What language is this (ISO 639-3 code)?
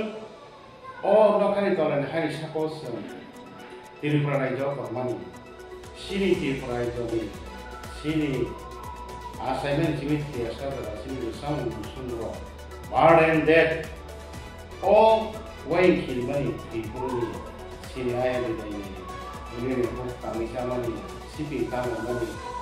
ria